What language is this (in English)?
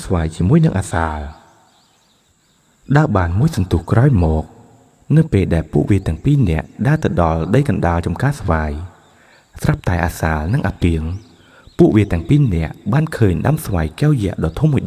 Khmer